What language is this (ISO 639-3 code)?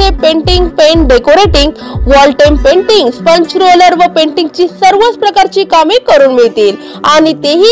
mar